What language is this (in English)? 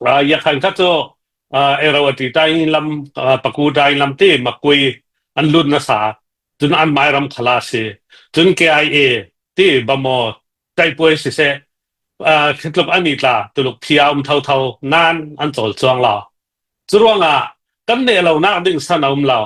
Hakha Chin